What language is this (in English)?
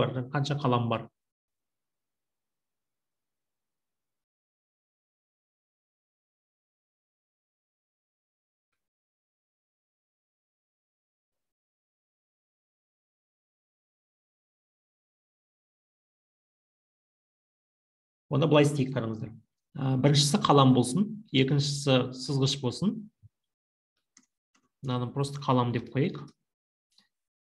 Kazakh